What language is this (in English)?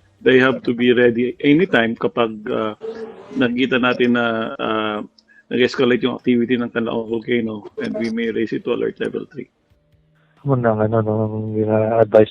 Hiligaynon